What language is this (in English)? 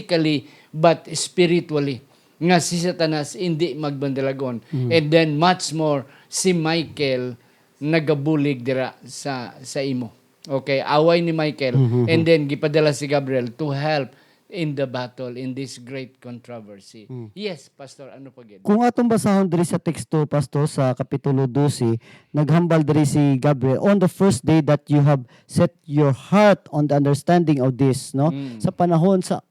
Hiligaynon